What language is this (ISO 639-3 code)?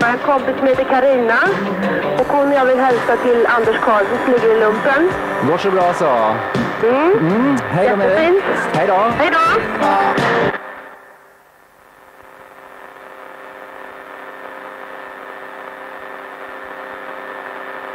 swe